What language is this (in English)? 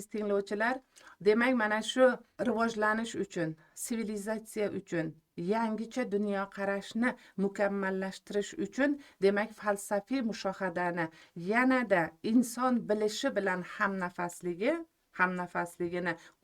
Uzbek